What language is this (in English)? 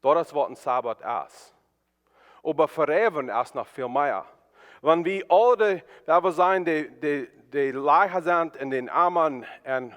Plautdietsch